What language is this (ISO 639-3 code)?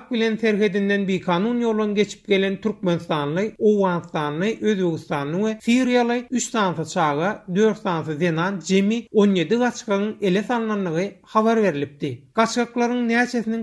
tuk